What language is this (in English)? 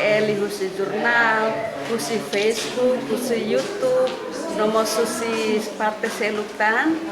Tetum